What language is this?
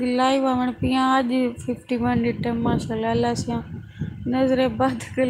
Saraiki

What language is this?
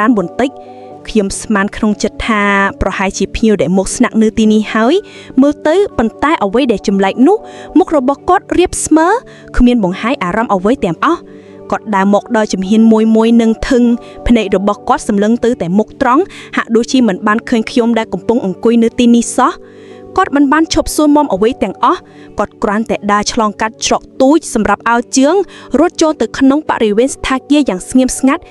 Khmer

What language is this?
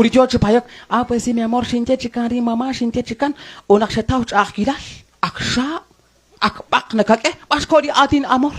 Kekchí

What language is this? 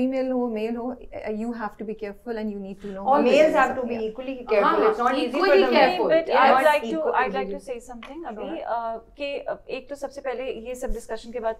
Hindi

